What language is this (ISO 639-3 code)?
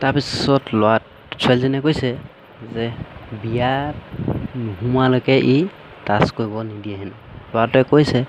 asm